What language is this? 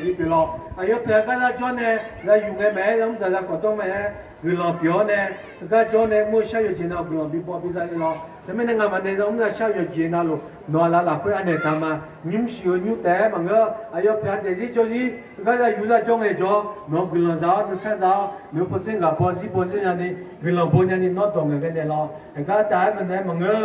Akha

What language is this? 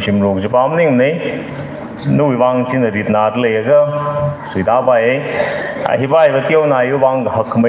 Tangkhul Naga (India)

